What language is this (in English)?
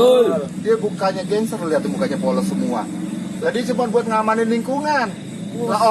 Betawi